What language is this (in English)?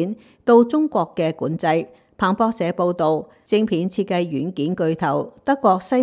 Cantonese